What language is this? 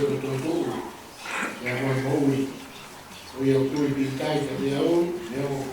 Tongan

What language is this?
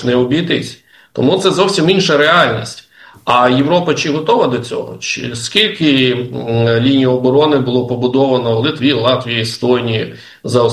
Ukrainian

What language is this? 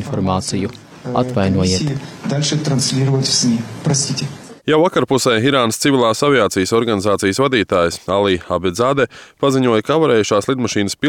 Latvian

